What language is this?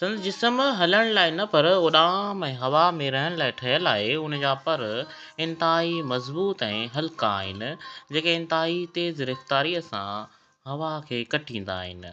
Sindhi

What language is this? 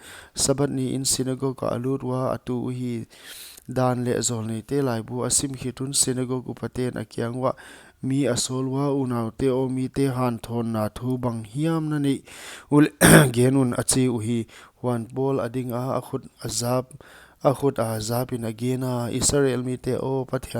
Paite Chin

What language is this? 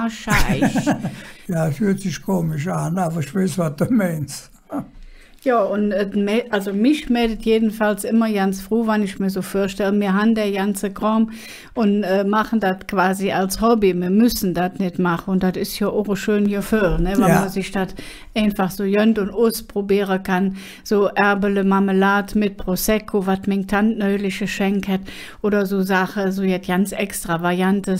Colognian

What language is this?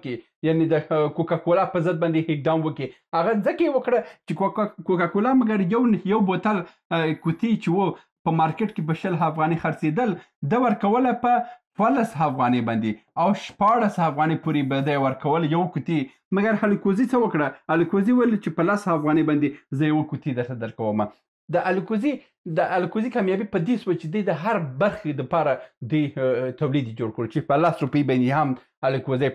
Pashto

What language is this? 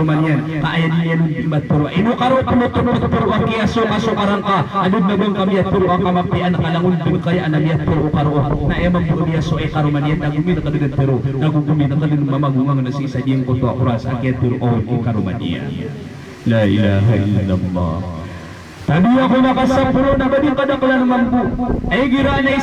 Maranao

